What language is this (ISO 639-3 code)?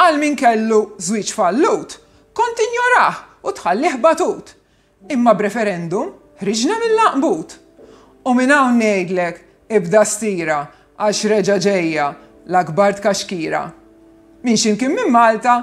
mlt